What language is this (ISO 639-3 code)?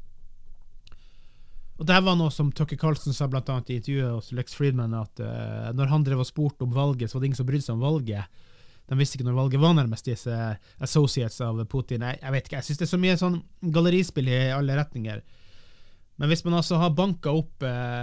nor